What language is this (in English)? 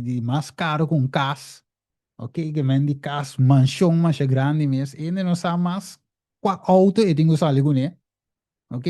Papiamento